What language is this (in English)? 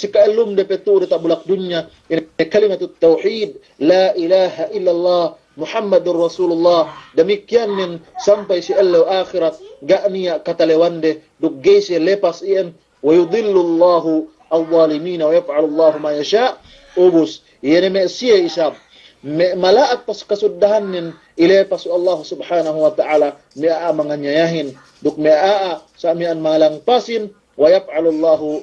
Yakan